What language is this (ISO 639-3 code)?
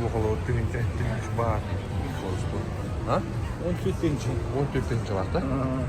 sah